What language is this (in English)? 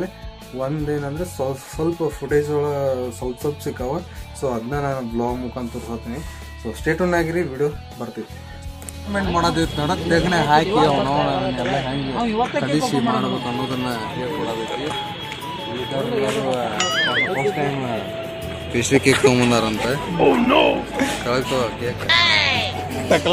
Kannada